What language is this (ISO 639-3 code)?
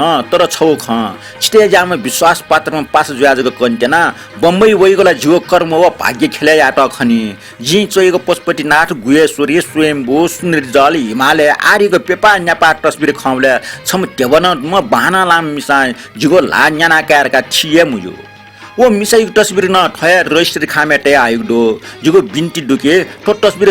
new